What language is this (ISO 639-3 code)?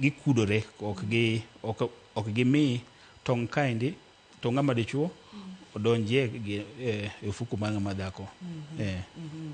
luo